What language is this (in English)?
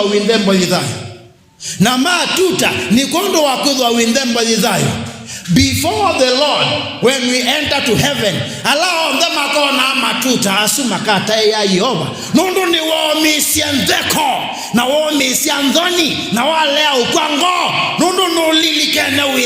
Kamba